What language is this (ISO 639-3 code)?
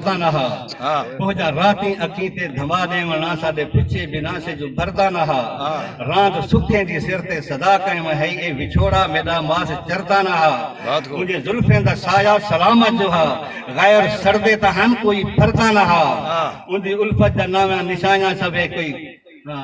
skr